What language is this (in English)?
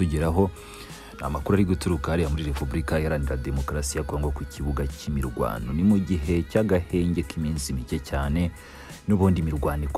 Kinyarwanda